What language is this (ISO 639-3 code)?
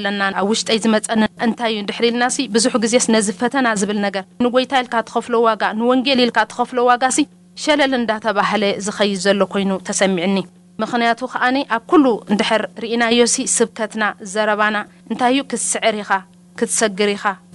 tir